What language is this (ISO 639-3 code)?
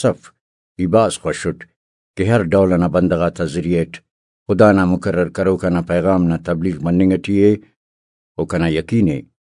brh